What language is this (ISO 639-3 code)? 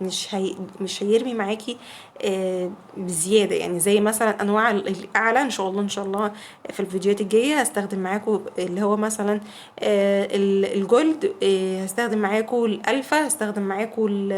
arz